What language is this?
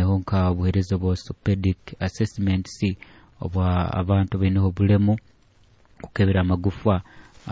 Nyoro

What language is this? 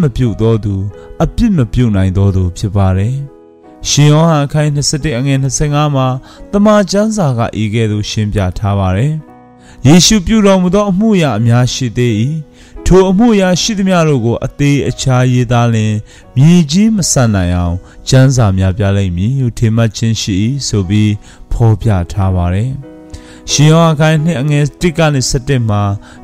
Burmese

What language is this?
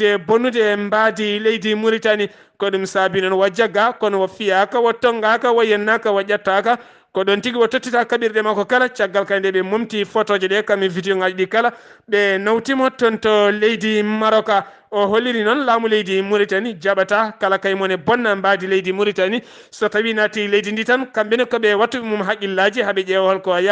Fula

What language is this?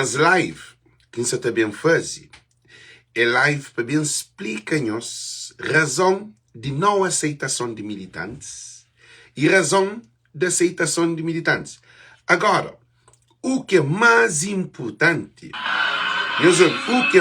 Kabuverdianu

